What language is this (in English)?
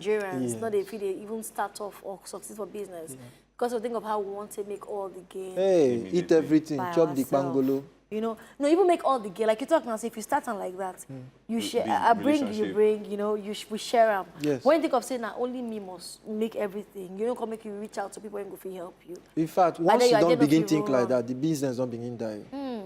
Nigerian Pidgin